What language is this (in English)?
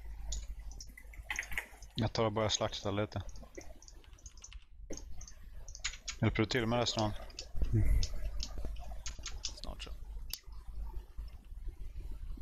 Swedish